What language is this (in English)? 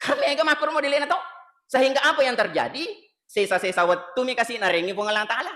Buginese